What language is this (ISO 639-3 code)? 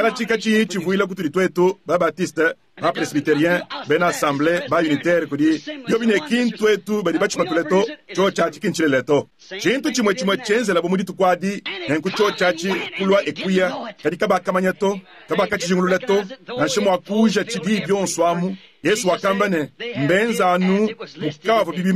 lua